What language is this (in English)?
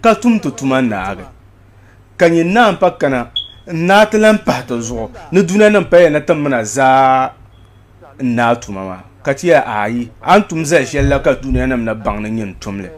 Dagbani